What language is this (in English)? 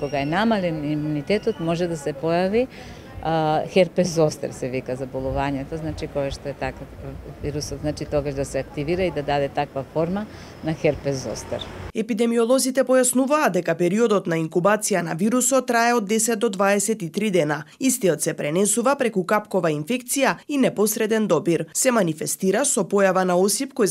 Macedonian